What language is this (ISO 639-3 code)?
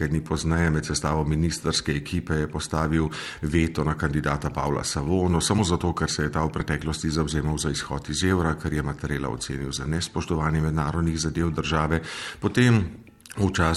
slv